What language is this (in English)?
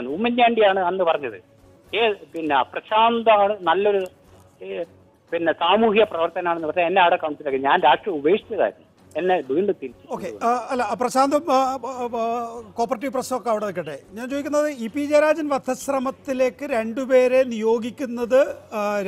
Malayalam